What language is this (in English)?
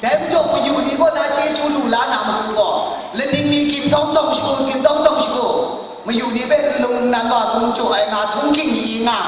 Kachin